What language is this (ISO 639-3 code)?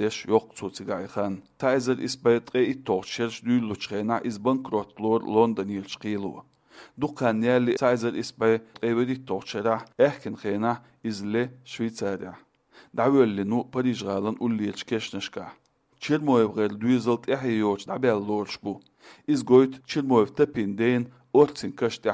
che